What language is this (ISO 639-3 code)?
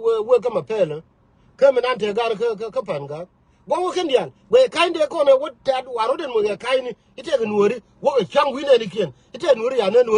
nus